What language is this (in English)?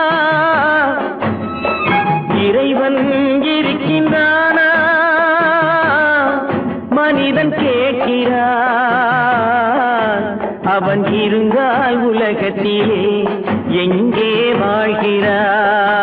Tamil